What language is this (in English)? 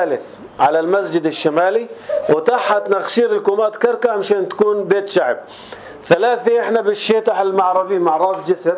North Levantine Arabic